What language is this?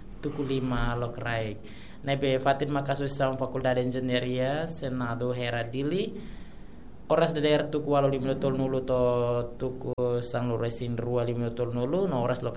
Tetum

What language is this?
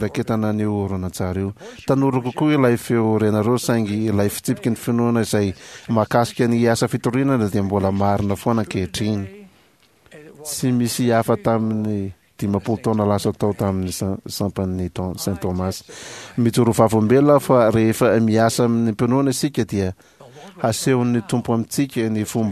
Malagasy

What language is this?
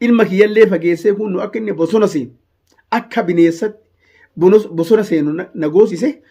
Oromo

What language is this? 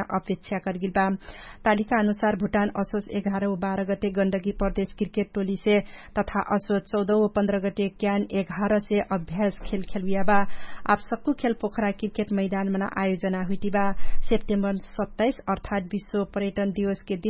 Dangaura Tharu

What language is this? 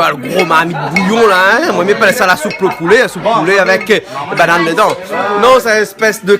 Réunion Creole French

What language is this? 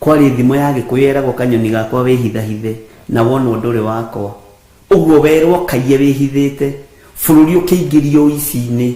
Kikuyu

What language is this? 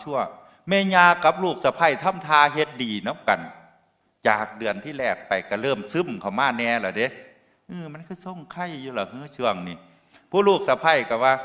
Northeastern Thai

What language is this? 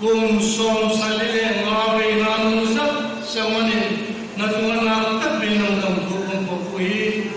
Tedim Chin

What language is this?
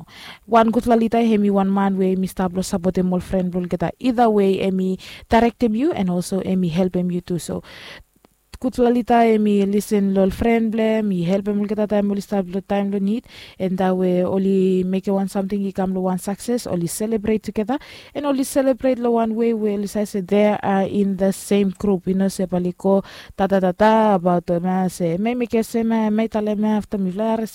Bislama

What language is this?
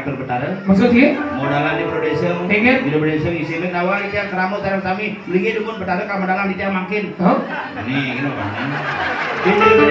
Balinese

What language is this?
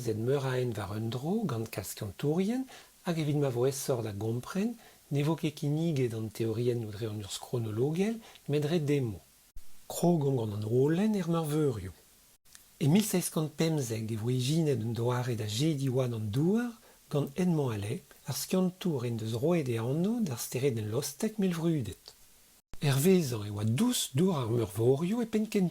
Breton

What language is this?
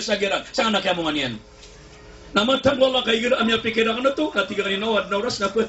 Maranao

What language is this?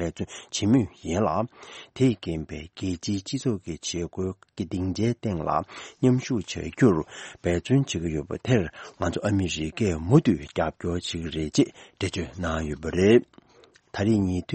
Tibetan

